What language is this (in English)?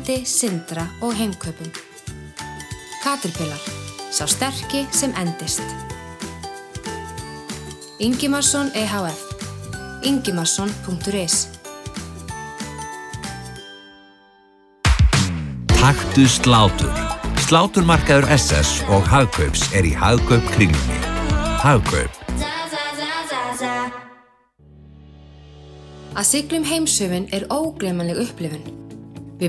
Icelandic